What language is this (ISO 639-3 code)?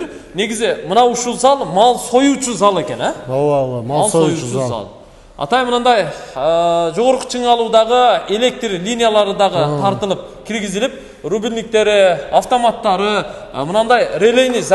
kir